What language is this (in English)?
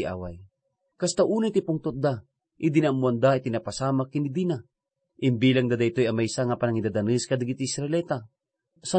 Iloko